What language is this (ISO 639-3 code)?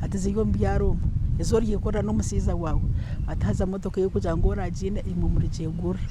nyn